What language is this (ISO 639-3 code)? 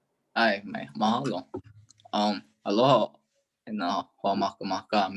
haw